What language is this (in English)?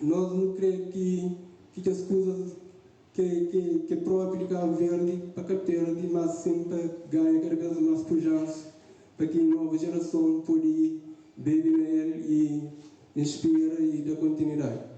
Kabuverdianu